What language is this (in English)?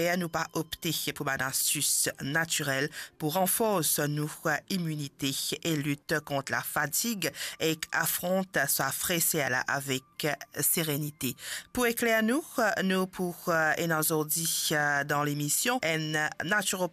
Morisyen